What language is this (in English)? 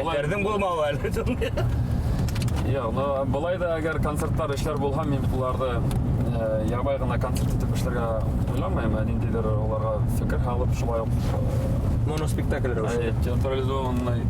Bashkir